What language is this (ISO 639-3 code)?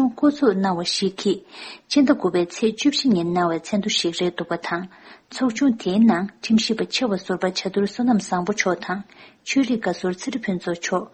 bod